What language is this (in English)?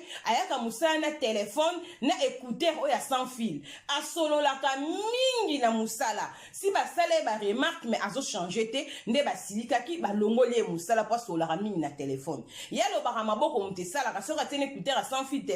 Lingala